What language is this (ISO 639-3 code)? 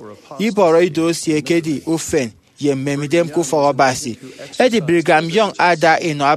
efi